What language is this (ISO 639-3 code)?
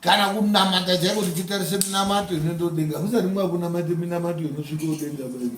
sna